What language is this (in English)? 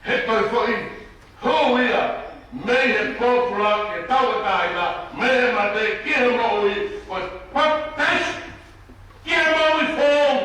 Tongan